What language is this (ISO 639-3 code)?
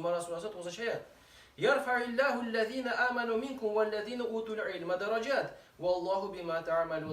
tat